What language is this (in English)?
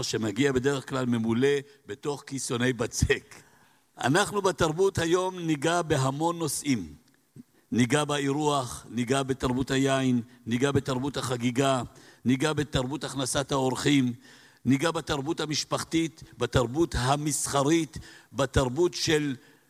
Hebrew